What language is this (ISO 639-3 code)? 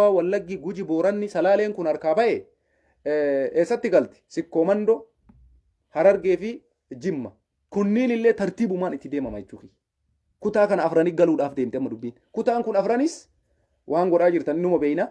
orm